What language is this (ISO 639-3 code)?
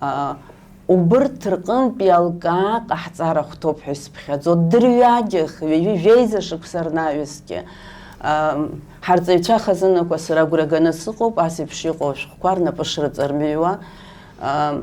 abk